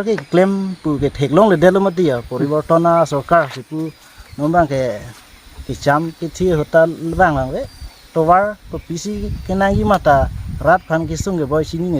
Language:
Karbi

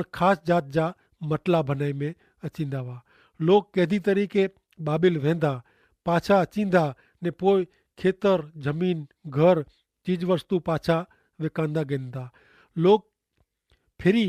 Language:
Kachhi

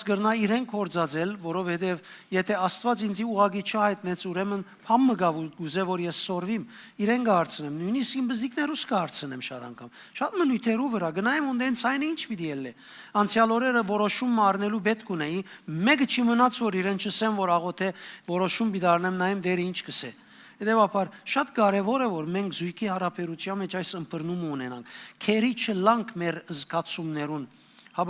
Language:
Western Armenian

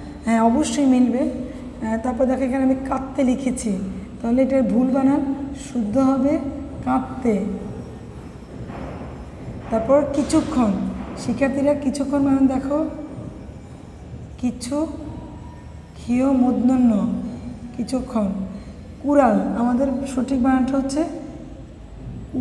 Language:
Bangla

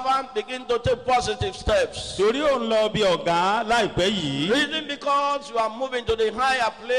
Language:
Yoruba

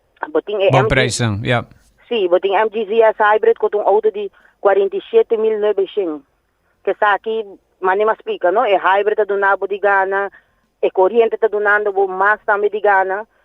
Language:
Papiamento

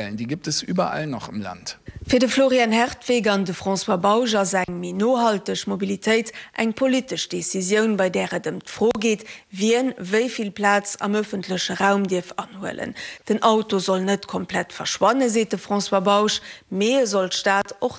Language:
Luxembourgish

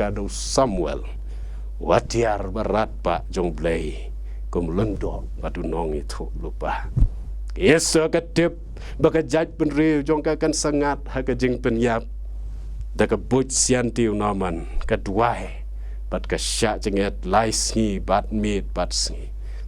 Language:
Khasi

